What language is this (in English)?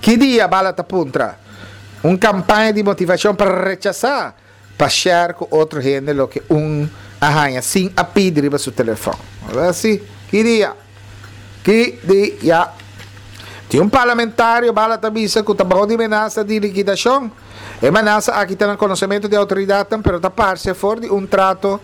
Papiamento